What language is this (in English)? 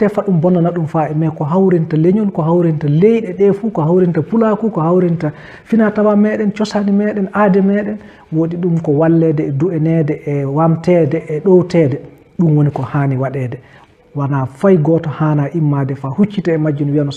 Fula